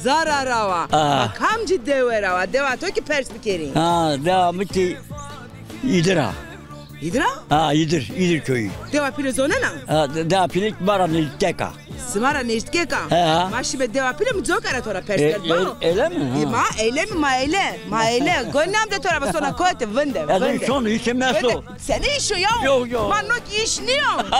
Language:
Zaza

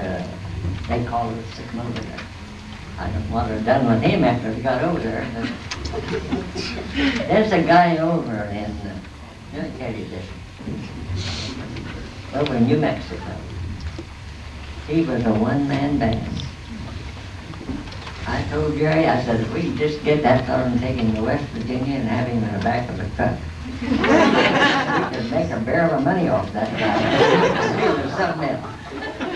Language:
English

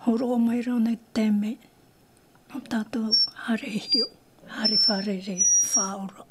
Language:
Tahitian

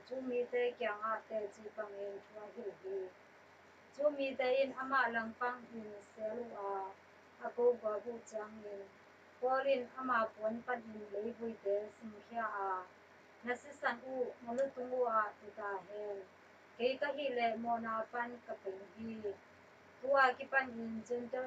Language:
Tedim Chin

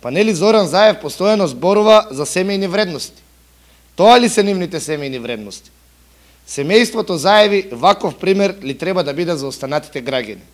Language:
Macedonian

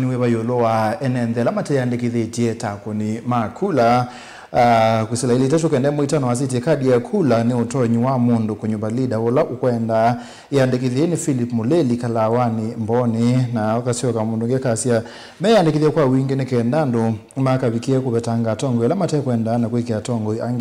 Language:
Kamba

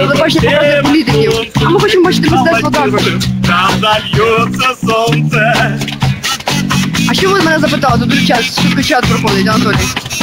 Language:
Ukrainian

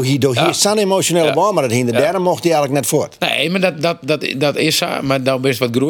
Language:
Western Frisian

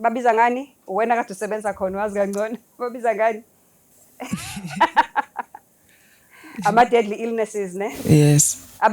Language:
Zulu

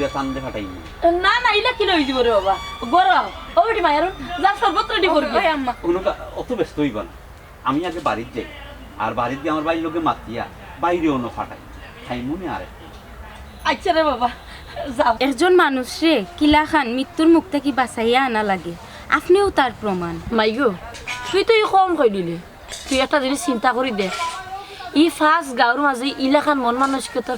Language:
Sylheti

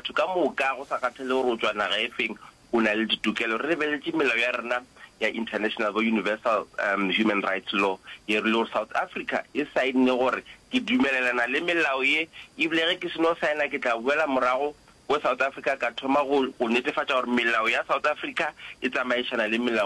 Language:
Northern Sotho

